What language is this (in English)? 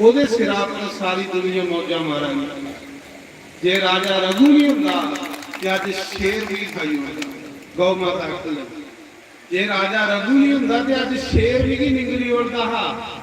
Dogri